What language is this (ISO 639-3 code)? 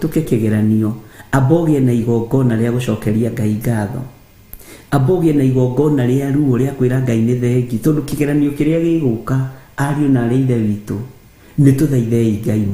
kik